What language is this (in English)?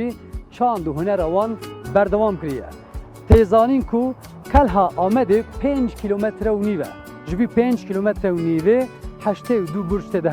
Kurdish